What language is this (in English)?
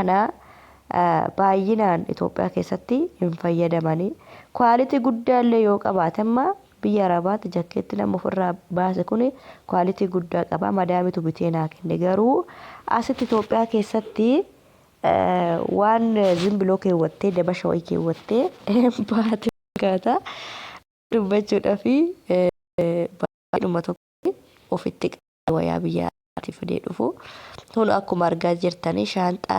Oromo